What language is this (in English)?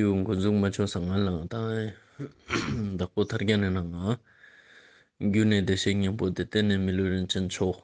Ladakhi